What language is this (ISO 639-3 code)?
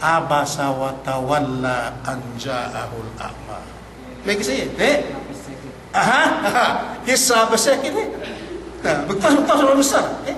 yka